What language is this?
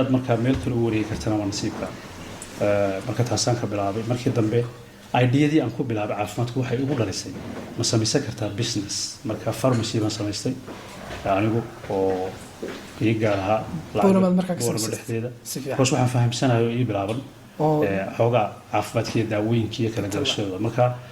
Somali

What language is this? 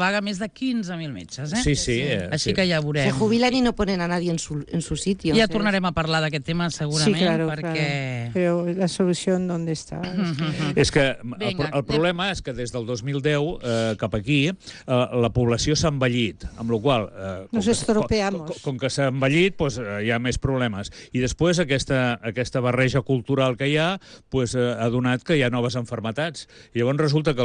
Catalan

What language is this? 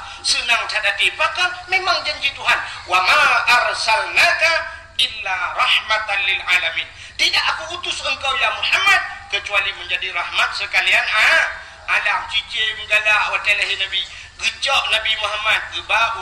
Achinese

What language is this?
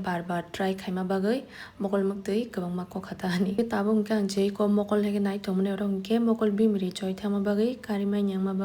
Kok Borok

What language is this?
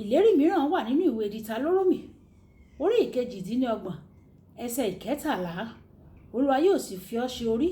Yoruba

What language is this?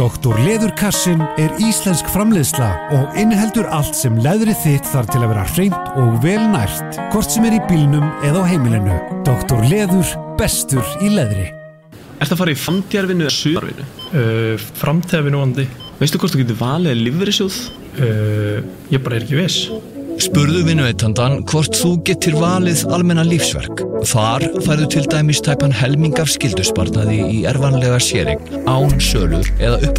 Icelandic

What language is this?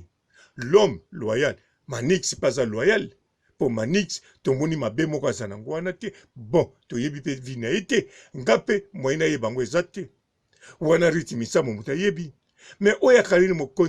Lingala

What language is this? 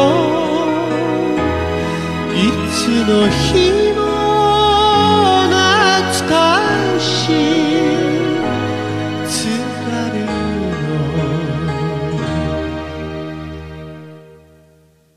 Japanese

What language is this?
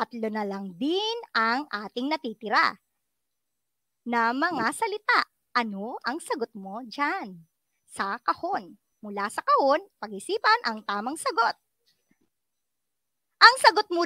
Filipino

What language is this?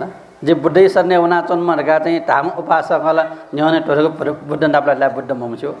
Newari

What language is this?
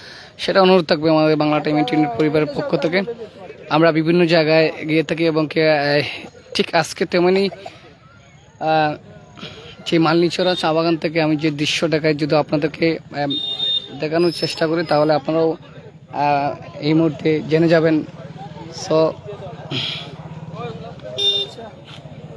Bangla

